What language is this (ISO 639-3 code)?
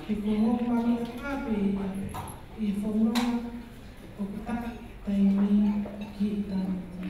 ton